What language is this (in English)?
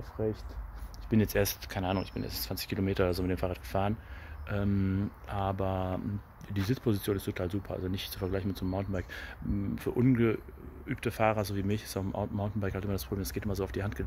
German